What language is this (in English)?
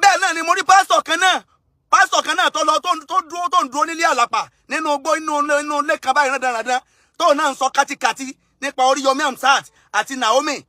Yoruba